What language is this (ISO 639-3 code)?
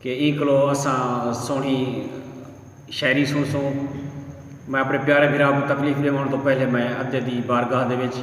skr